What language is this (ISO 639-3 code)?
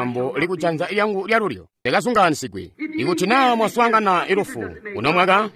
toi